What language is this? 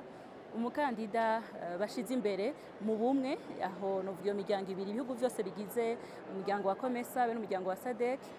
Rundi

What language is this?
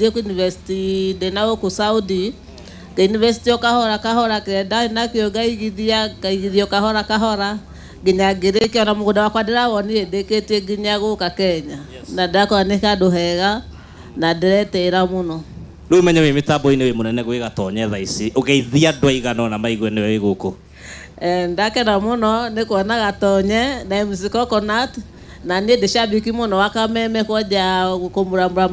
Kikuyu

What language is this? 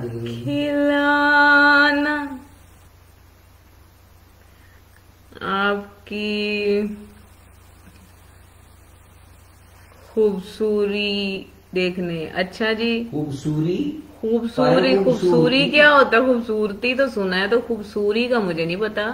Hindi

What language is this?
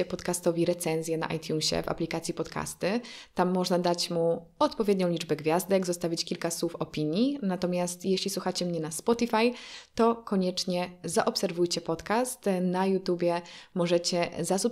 Polish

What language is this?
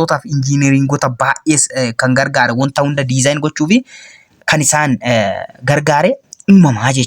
Oromo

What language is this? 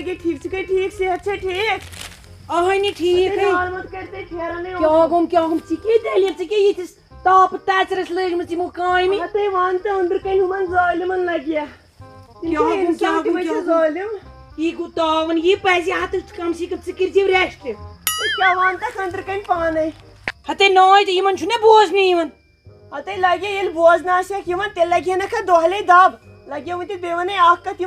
Kashmiri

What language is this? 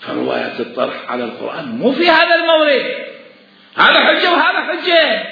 Mesopotamian Arabic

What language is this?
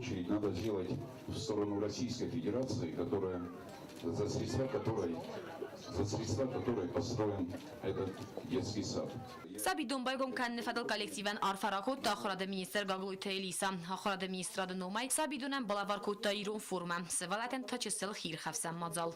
Ossetic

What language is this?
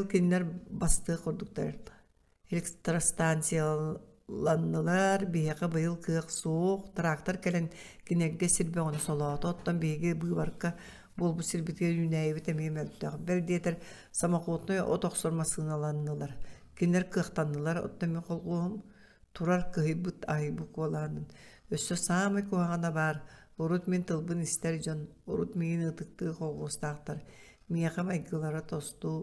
Yakut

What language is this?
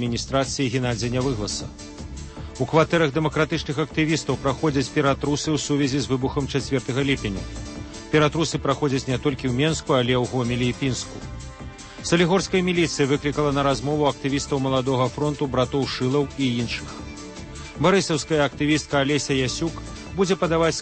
Belarusian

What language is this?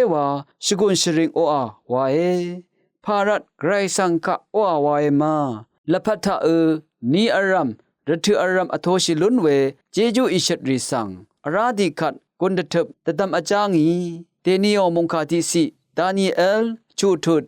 Rawang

